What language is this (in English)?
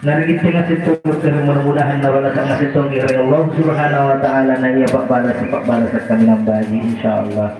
Makasar